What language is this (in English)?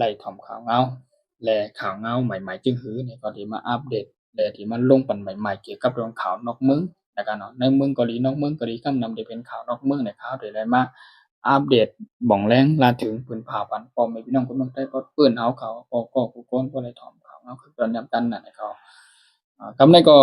Shan